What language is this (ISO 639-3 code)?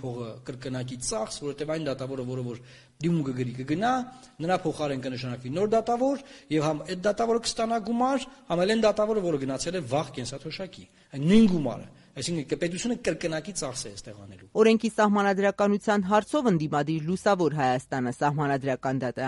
hye